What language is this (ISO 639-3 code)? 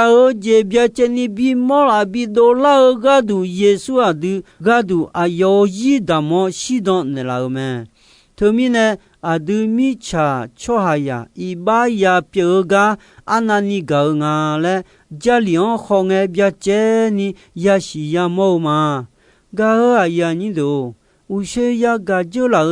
ahk